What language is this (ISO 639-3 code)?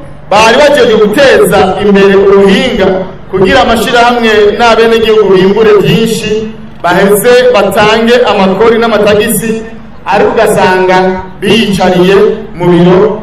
run